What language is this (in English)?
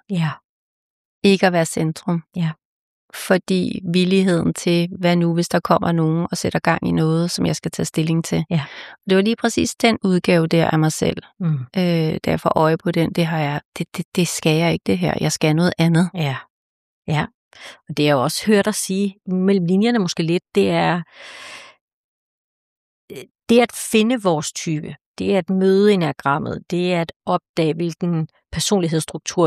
Danish